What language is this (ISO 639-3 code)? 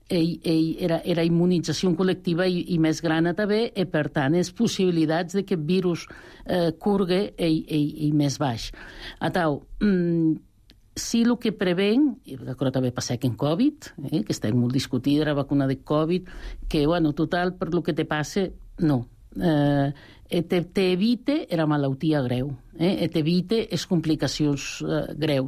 cat